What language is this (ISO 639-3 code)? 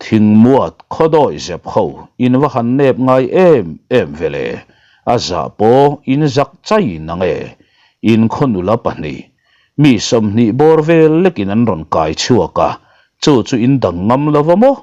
lus